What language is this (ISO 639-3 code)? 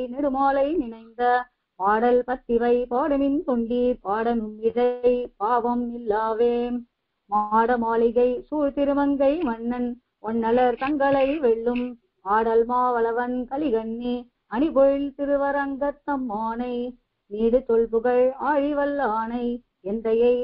tam